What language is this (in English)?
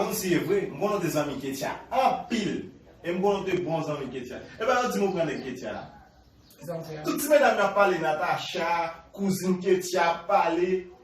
Haitian Creole